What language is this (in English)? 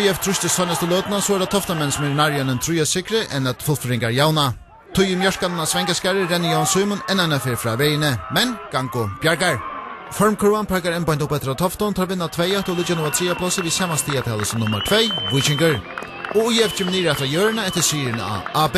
Faroese